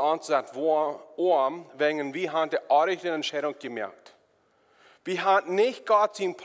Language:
Plautdietsch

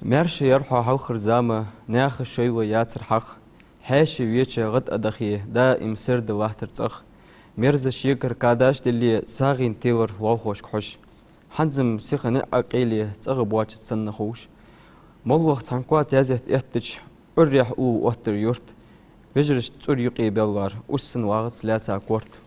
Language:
Ingush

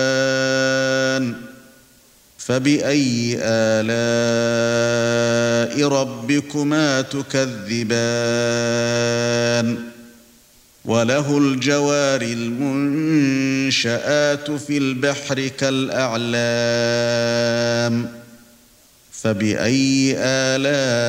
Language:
Arabic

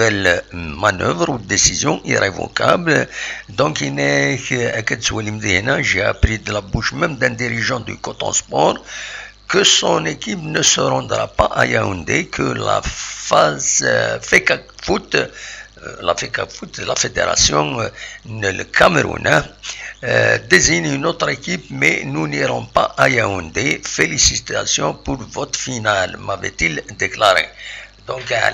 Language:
Kabyle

